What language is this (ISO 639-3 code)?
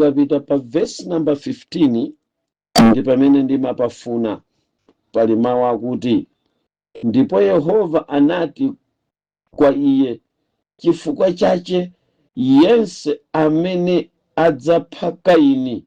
nya